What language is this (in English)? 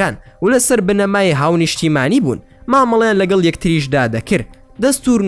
Central Kurdish